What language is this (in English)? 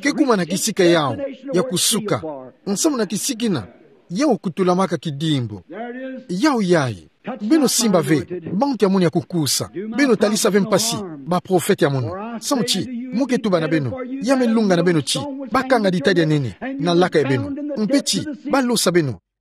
Kituba (Democratic Republic of Congo)